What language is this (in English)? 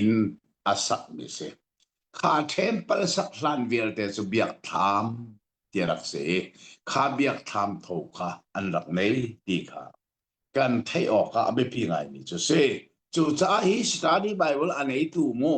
Hakha Chin